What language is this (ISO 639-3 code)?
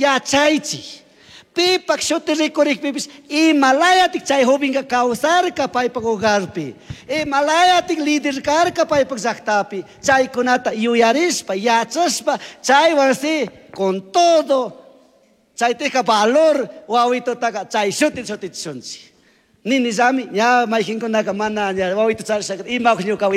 qug